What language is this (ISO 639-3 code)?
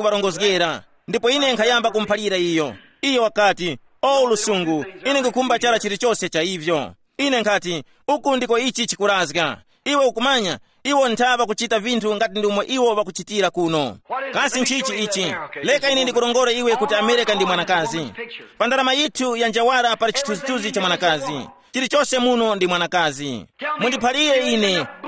tum